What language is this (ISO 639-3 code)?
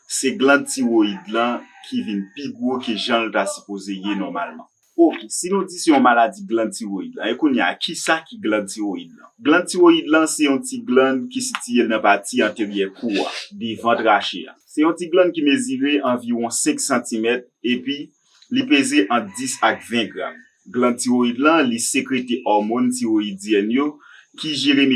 hat